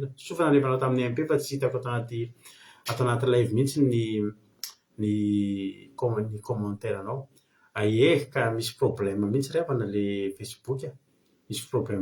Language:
Malagasy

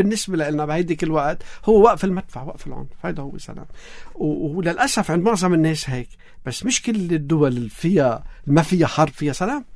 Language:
North Levantine Arabic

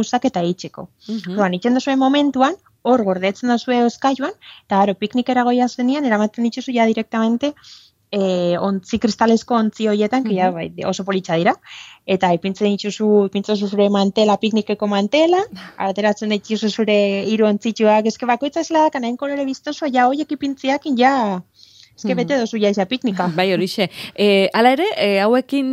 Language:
Basque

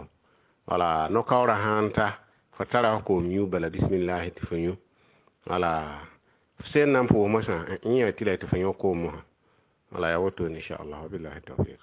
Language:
Mossi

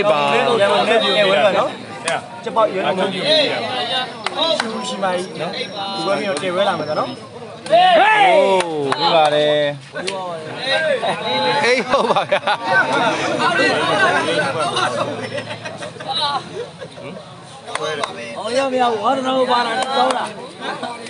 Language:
Burmese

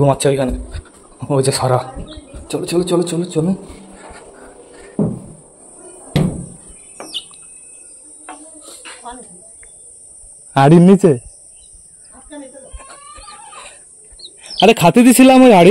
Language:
Bangla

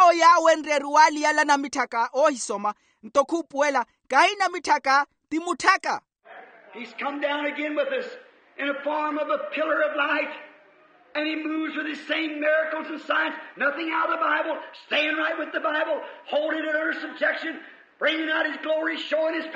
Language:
Makhuwa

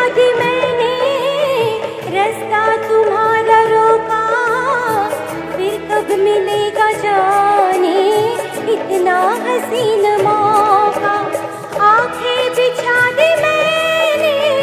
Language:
Hindi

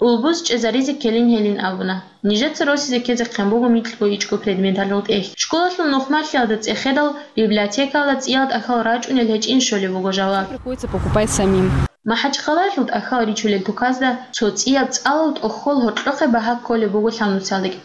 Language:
Avaric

